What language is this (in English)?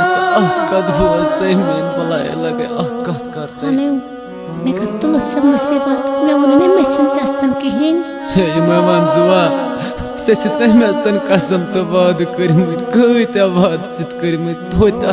Kashmiri